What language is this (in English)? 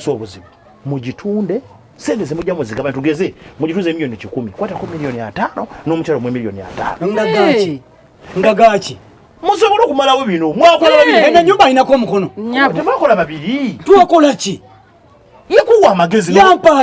Ganda